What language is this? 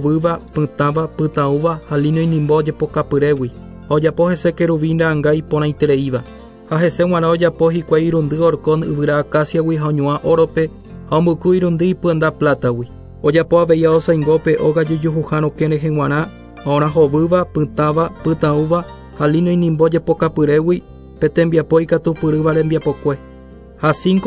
Guarani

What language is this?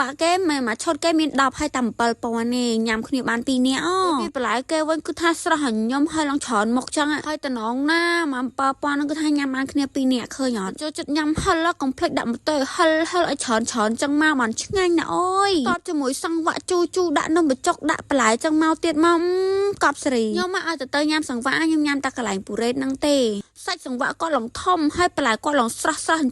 Khmer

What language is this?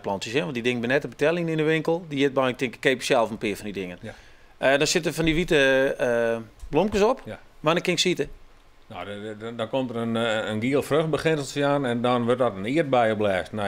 Western Frisian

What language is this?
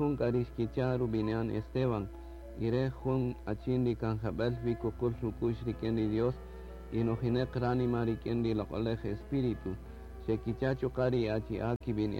Kaqchikel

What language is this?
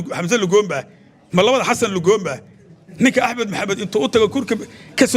Somali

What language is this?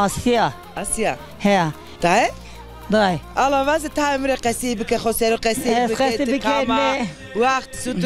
Zaza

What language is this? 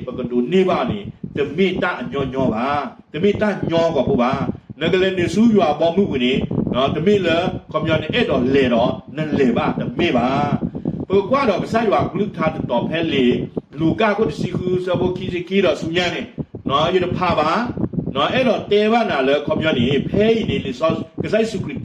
S'gaw Karen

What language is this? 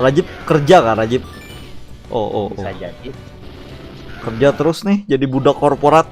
Banjar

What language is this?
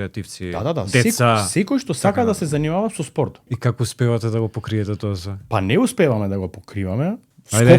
Macedonian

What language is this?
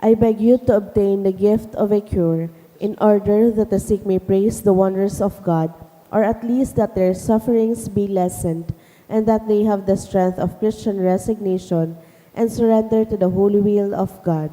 Bikol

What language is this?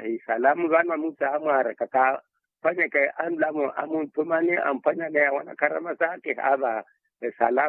Makhuwa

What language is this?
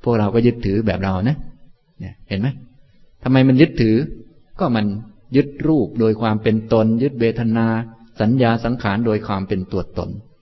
Thai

